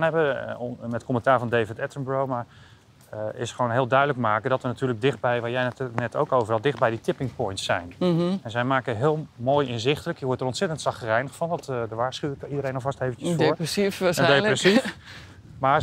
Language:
Dutch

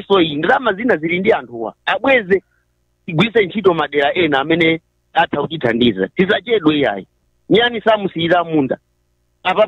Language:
Nyanja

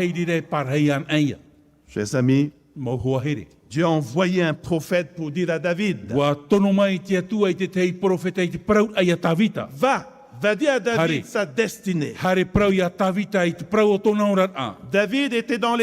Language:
Tahitian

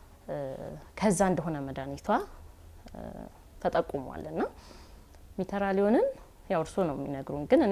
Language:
Amharic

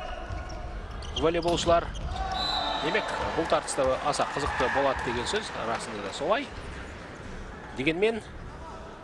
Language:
Kazakh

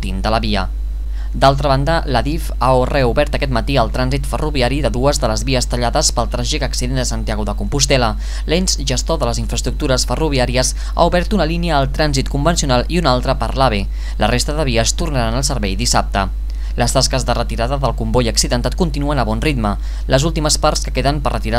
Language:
Catalan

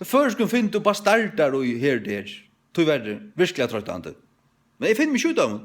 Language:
Faroese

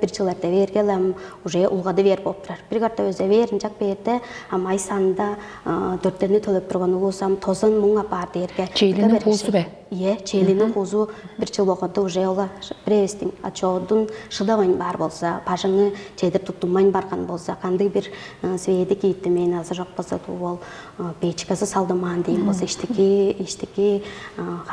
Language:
Tuvinian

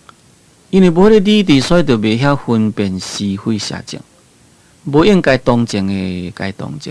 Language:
Min Nan Chinese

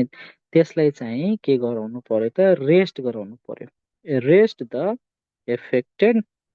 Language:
Nepali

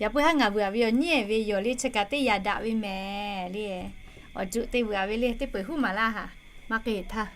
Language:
Lahu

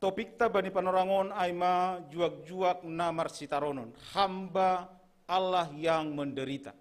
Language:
Batak Simalungun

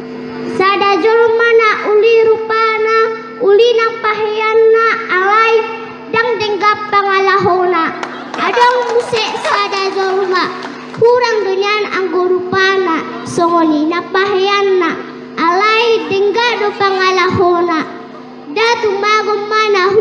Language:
Batak Toba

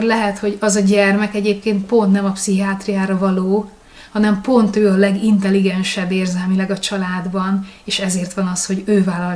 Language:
Hungarian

